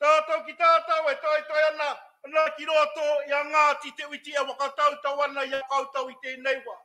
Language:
Māori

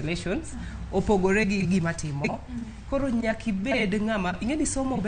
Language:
Luo (Kenya and Tanzania)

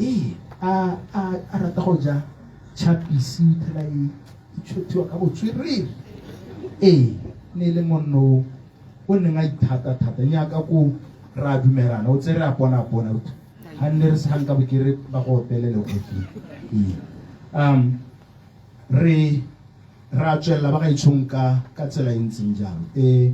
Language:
Tswana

